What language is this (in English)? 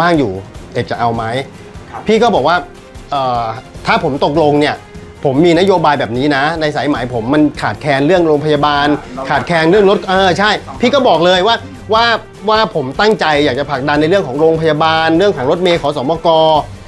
Thai